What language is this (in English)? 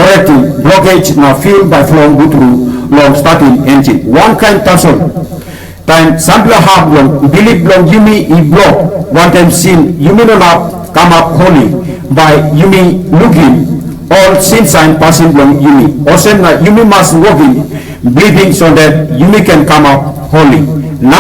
Tok Pisin